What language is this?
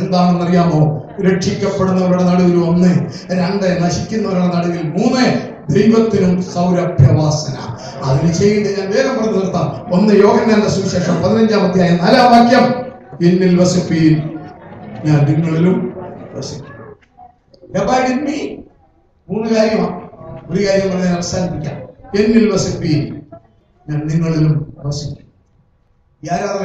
Malayalam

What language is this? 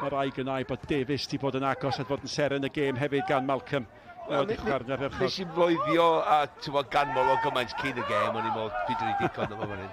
Welsh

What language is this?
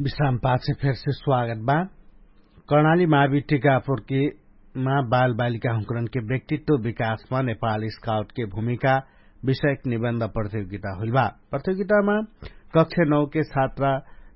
Dangaura Tharu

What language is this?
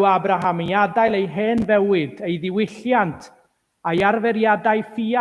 Welsh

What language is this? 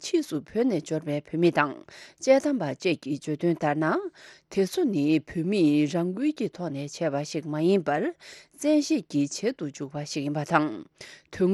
Tibetan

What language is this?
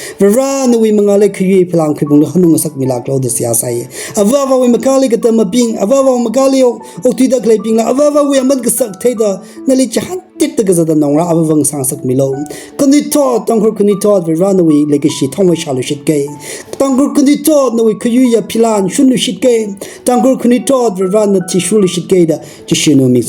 Tangkhul Naga (India)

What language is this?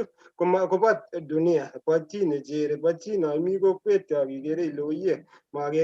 Kalenjin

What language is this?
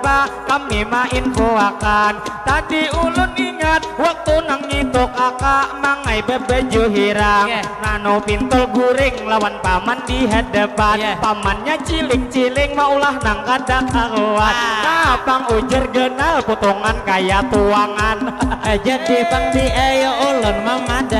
Banjar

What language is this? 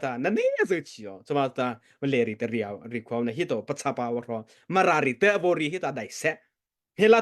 Mara Chin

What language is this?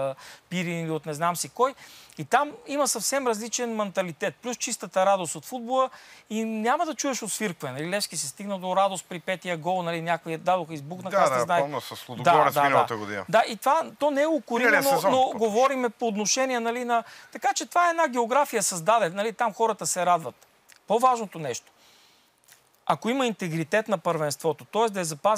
Bulgarian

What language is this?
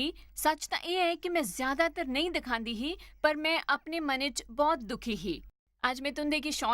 Dogri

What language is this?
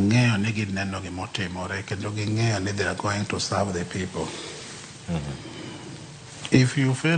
Luo (Kenya and Tanzania)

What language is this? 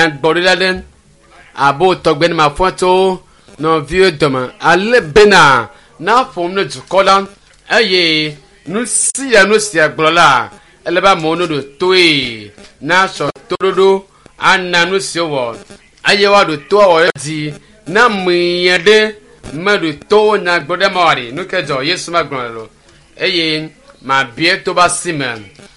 Ewe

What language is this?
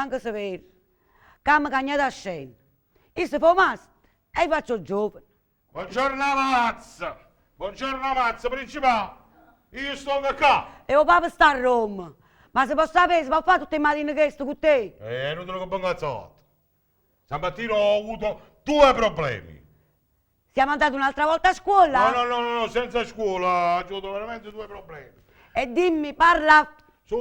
Neapolitan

